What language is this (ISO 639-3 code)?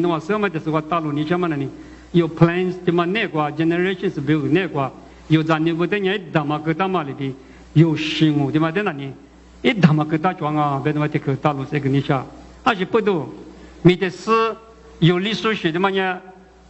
lis